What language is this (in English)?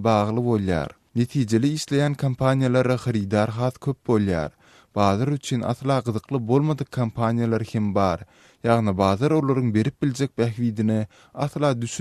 Turkmen